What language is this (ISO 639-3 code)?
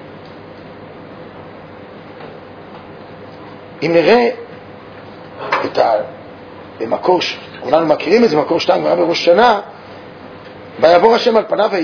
heb